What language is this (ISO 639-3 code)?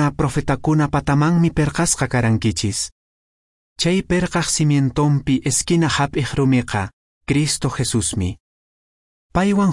que